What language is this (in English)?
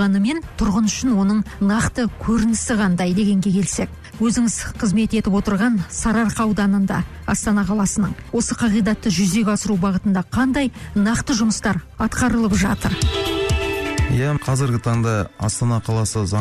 Kazakh